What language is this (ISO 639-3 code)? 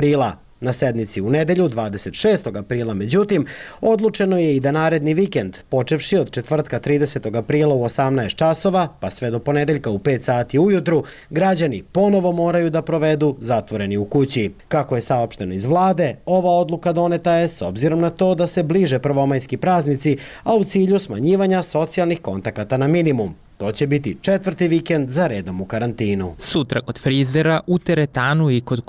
srp